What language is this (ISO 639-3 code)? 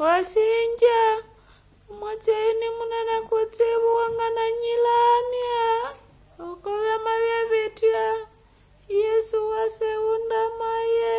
nnb